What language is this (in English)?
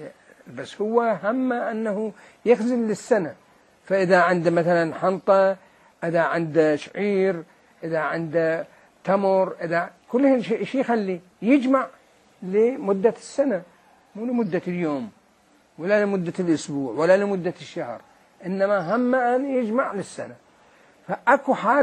Mesopotamian Arabic